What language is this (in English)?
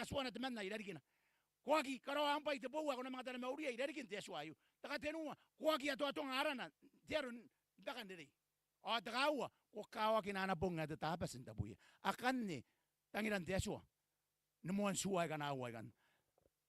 Gilbertese